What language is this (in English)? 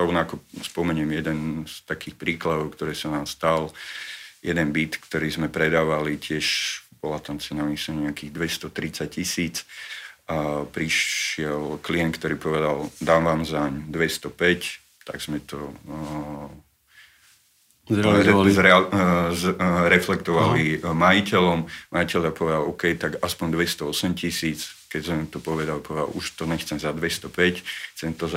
Slovak